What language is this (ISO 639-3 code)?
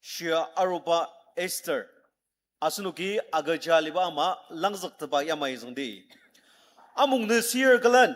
njo